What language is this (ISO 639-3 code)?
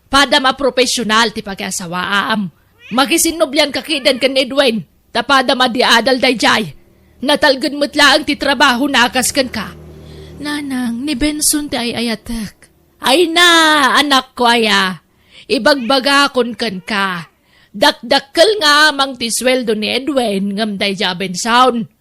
ilo